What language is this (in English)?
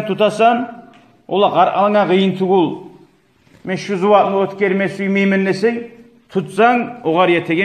Kumyk